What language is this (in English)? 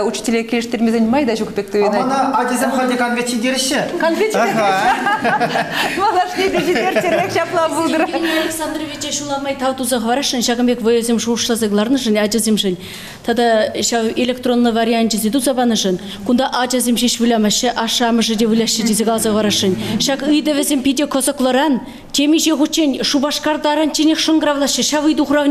Chuvash